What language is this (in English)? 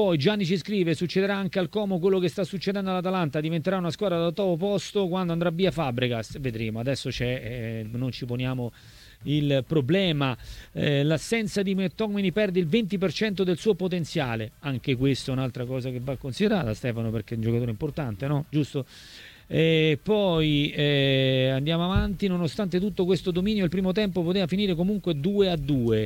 Italian